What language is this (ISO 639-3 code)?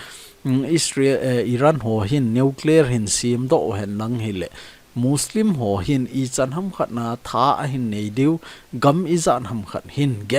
tcz